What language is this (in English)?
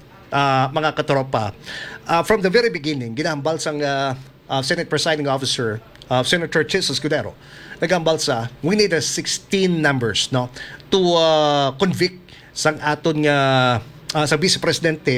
Hiligaynon